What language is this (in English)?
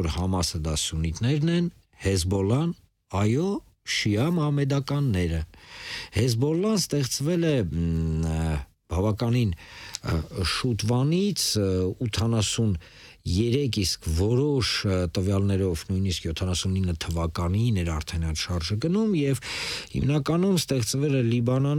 Armenian